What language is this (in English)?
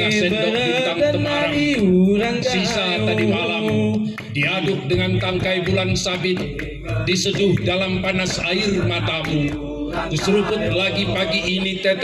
Gayo